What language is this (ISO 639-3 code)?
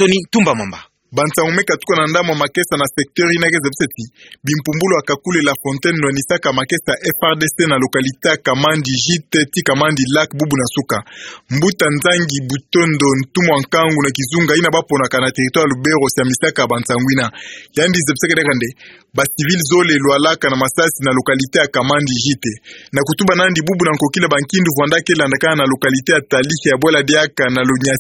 ktu